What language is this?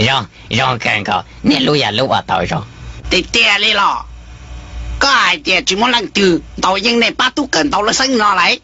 Hmong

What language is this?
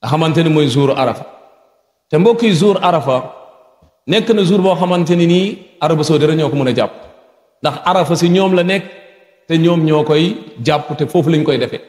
Wolof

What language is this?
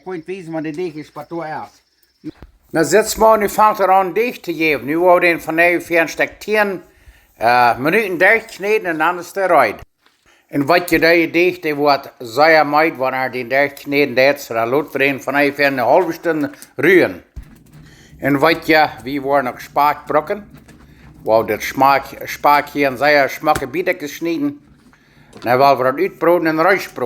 Plautdietsch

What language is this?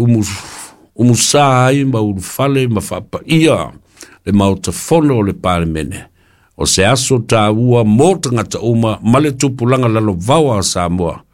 Samoan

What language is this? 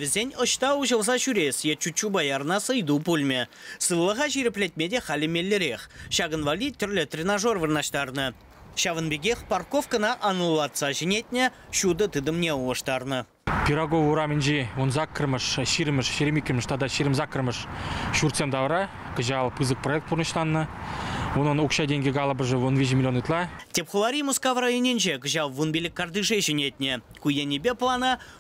Chuvash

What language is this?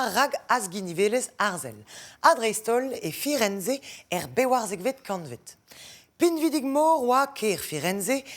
Breton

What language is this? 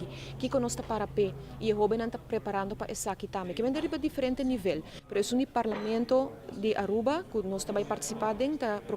Papiamento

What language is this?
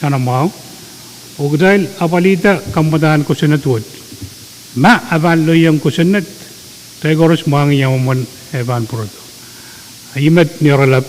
Pohnpeian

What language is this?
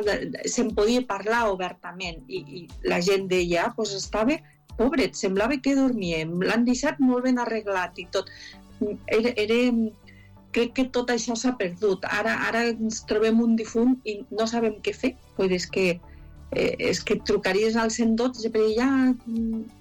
Catalan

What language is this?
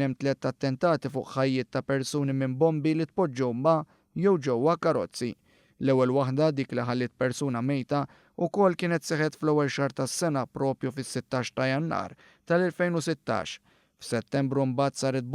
Maltese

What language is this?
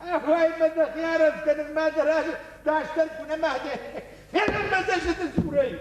Ossetic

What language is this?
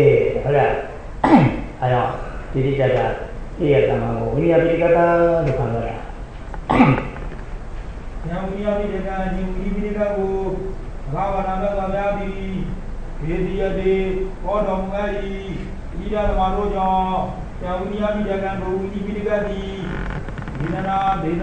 Burmese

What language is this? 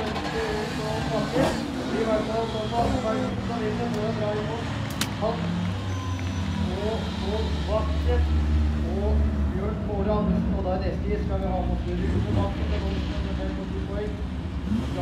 Norwegian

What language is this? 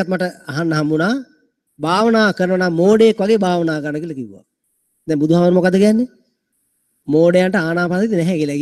Sinhala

